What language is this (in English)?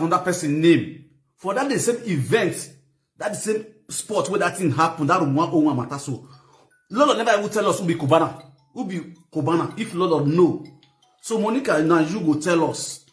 Nigerian Pidgin